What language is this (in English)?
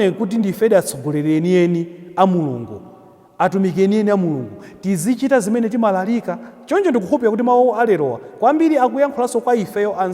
Nyanja